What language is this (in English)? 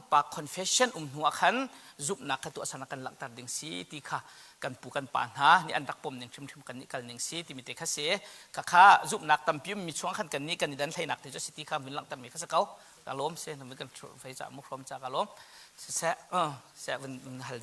Hakha Chin